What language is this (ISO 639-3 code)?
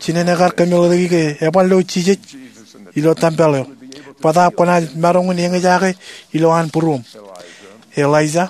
mah